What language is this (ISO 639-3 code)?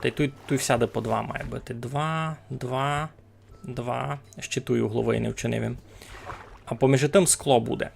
rue